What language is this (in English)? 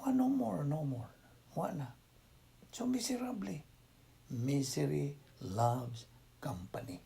Cebuano